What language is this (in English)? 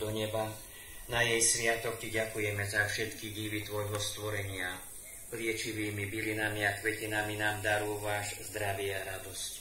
Slovak